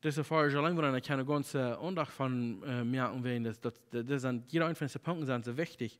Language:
Plautdietsch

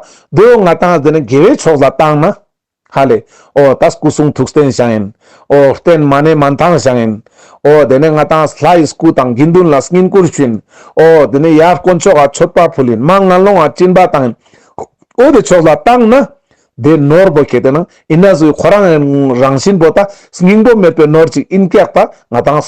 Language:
Ladakhi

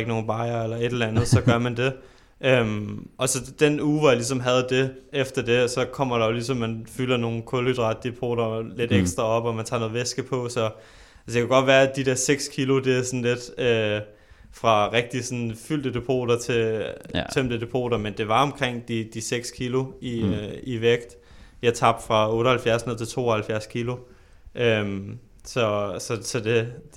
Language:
Danish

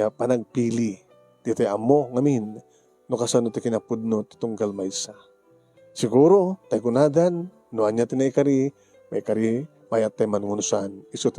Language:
Iloko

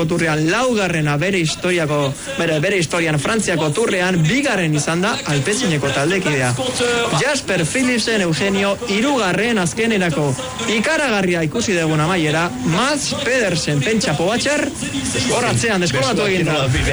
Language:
Basque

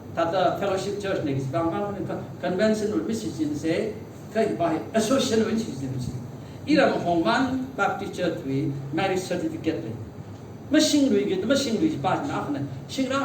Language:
Tangkhul Naga (India)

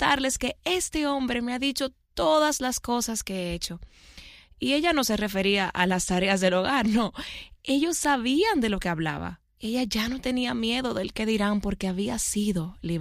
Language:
Spanish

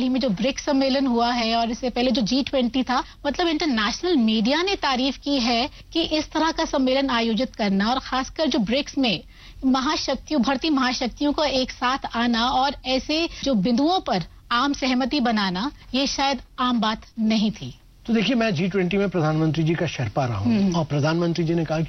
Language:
Hindi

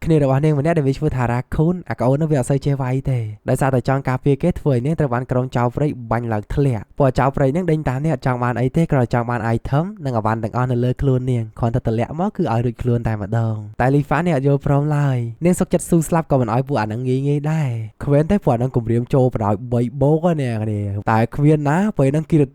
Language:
Khmer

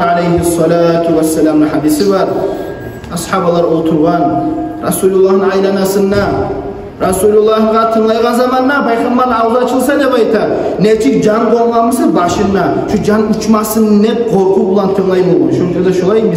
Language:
Kumyk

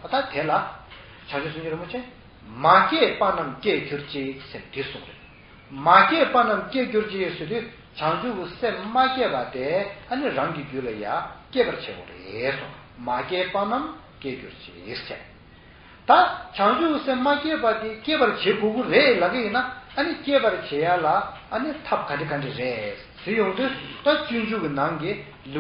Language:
Tibetan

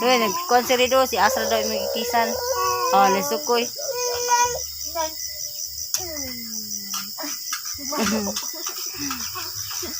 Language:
Cebuano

